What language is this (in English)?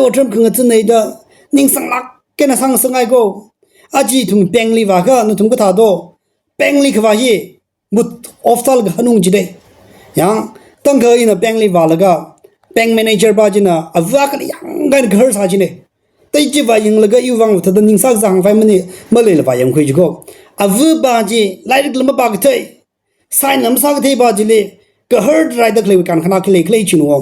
Tangkhul Naga (India)